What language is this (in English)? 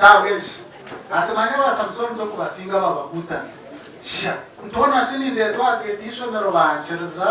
Nyankole